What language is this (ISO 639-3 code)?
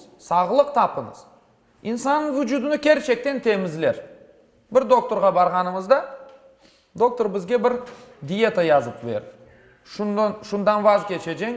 crh